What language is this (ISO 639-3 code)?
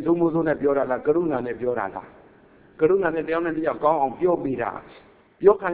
mya